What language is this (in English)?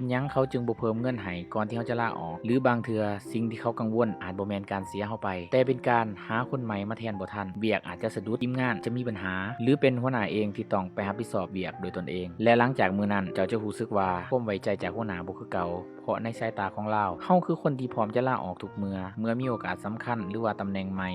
Lao